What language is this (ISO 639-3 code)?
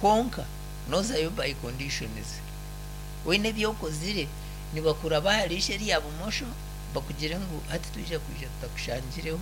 nyn